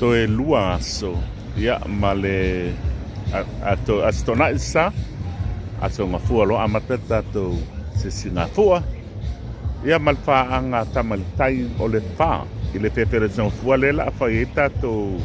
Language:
Samoan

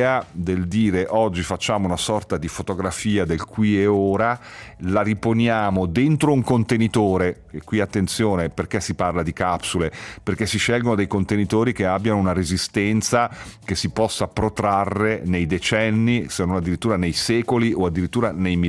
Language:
Italian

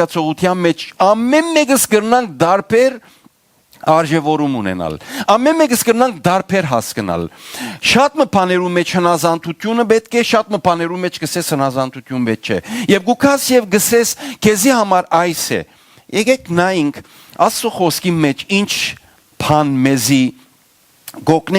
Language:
Western Armenian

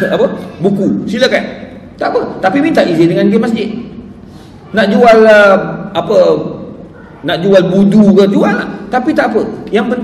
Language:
Malay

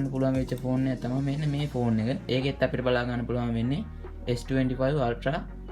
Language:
Sinhala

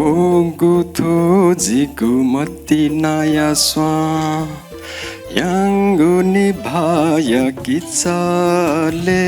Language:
Newari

